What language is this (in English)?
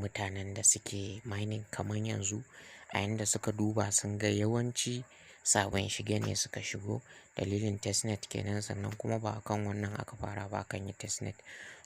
Hausa